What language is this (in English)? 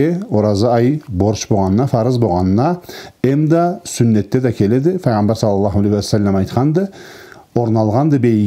Karachay-Balkar